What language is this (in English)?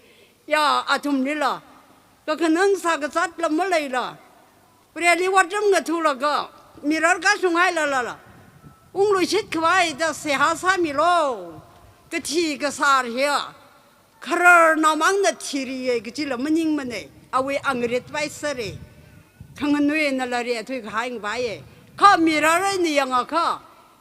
Tangkhul Naga (India)